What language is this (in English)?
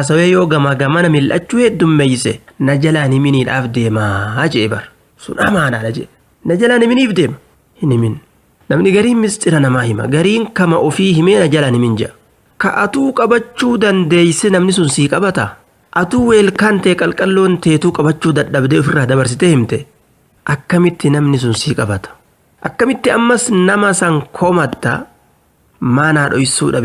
Oromo